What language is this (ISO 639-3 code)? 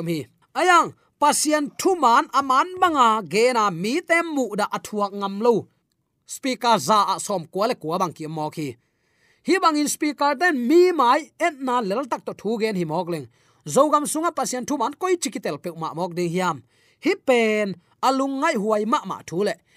ctd